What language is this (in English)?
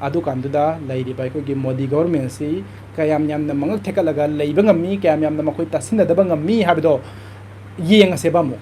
Manipuri